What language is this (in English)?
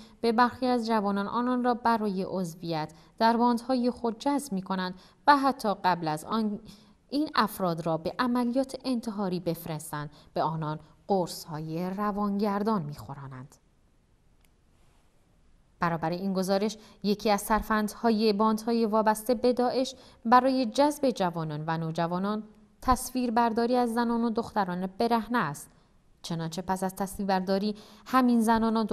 Persian